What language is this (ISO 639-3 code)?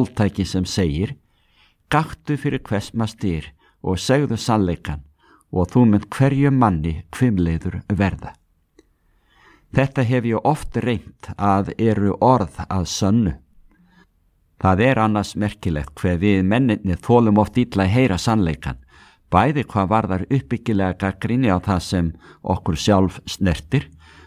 isl